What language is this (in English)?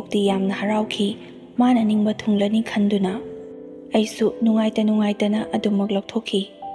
Manipuri